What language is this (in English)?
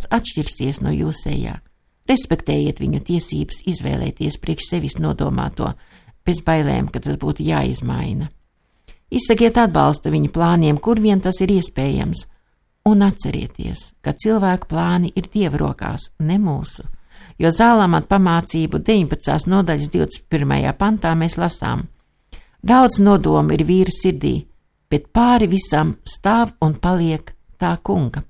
Latvian